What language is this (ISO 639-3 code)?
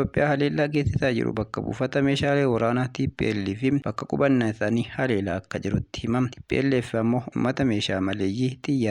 orm